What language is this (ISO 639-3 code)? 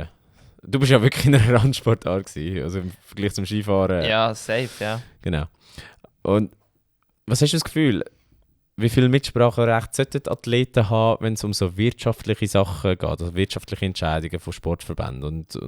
gsw